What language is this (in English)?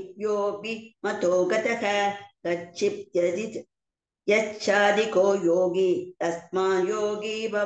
Sanskrit